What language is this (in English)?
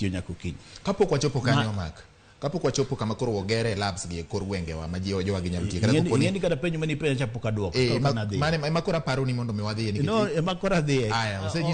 Luo (Kenya and Tanzania)